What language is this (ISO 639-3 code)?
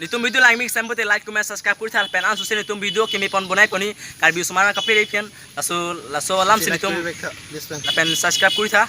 mjw